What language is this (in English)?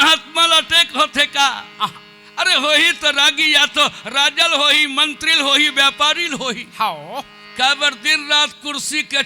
Chhattisgarhi